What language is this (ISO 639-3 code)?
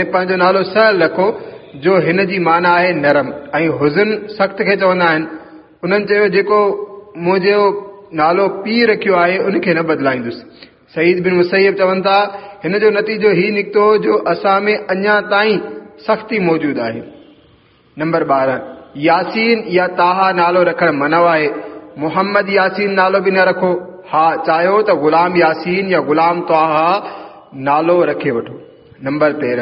snd